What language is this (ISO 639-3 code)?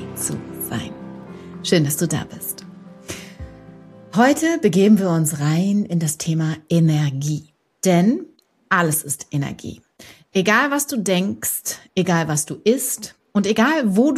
deu